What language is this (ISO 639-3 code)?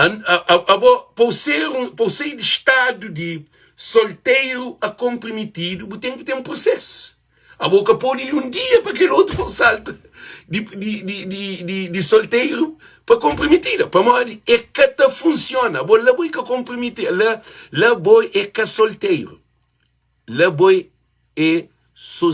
kea